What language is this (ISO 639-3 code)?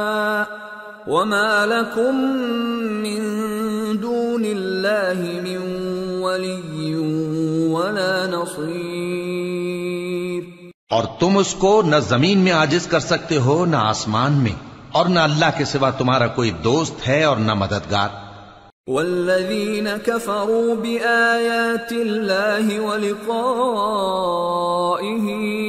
urd